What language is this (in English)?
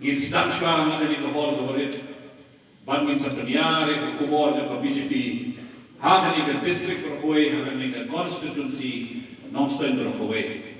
Khasi